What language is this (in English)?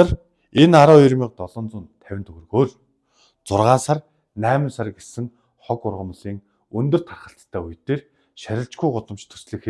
Mongolian